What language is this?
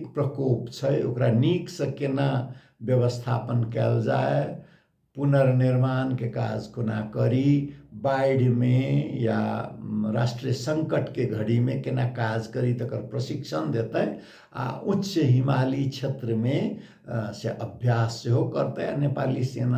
Maithili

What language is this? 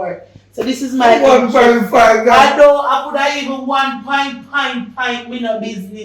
Jamaican Creole English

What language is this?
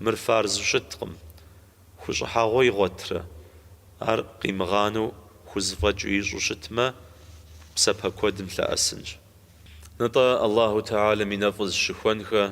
Kabardian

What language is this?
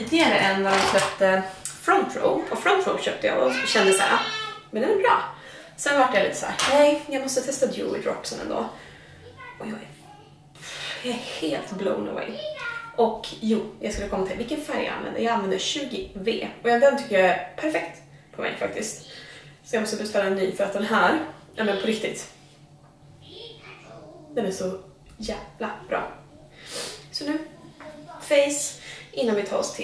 Swedish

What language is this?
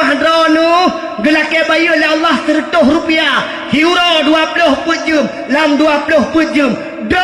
Achinese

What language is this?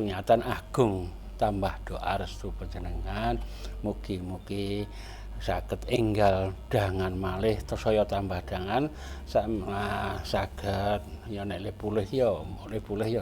Javanese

